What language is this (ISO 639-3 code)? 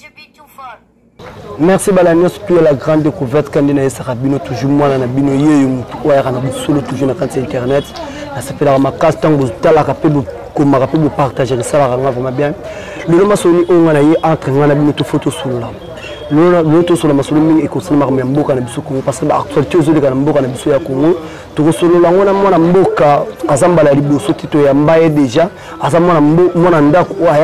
lin